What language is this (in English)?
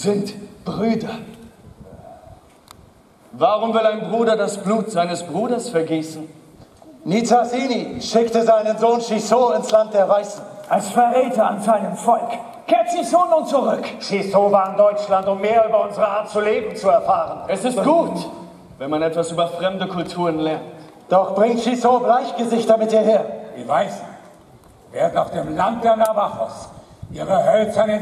German